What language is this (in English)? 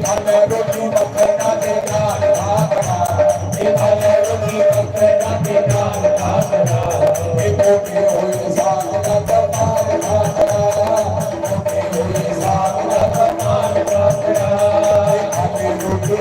Dogri